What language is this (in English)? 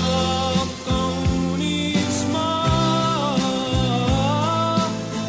Estonian